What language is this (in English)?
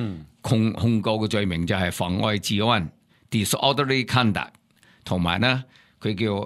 Cantonese